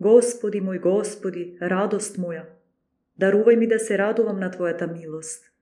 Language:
Macedonian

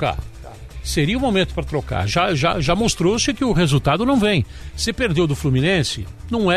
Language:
Portuguese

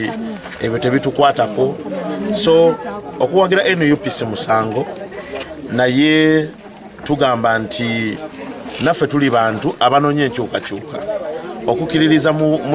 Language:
Ganda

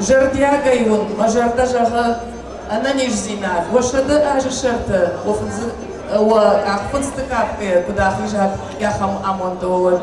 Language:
Ossetic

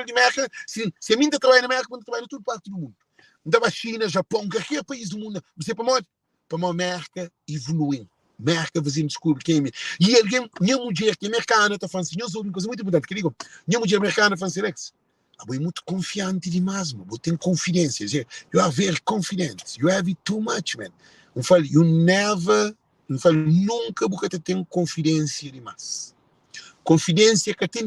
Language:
Kabuverdianu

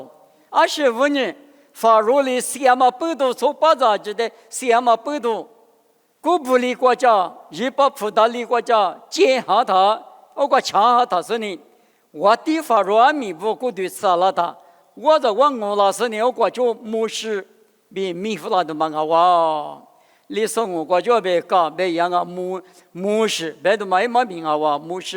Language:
Lisu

